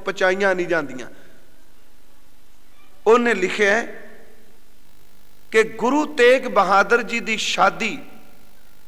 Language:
Punjabi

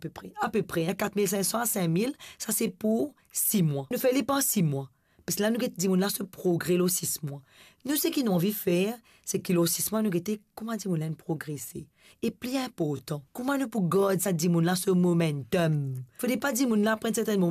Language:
Morisyen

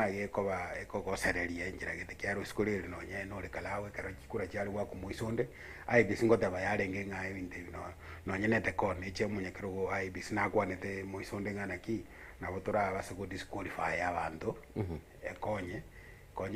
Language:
Gusii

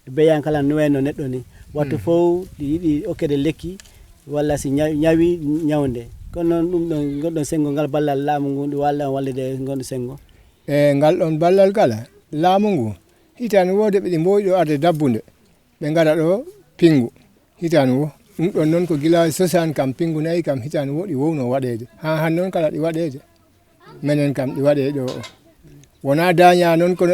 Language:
Fula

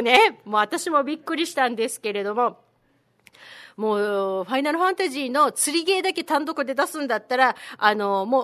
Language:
Japanese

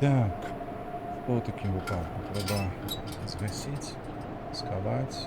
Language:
Belarusian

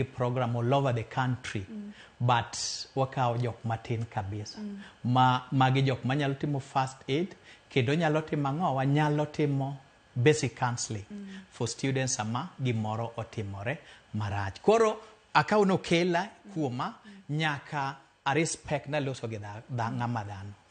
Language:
Luo (Kenya and Tanzania)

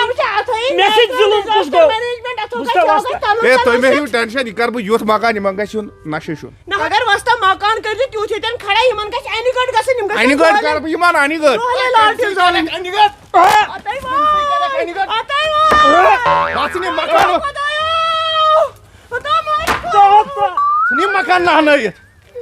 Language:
Kashmiri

